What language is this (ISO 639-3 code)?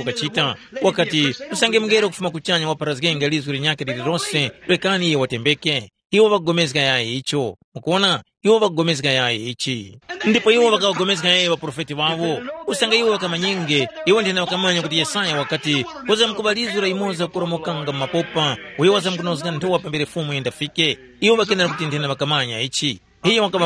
tum